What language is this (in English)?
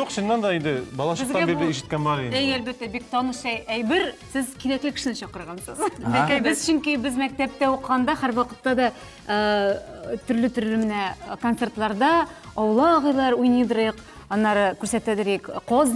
Tatar